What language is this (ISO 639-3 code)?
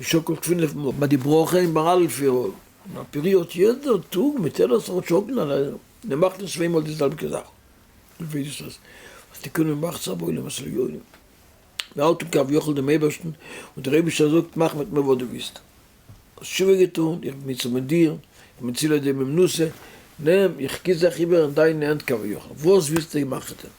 yid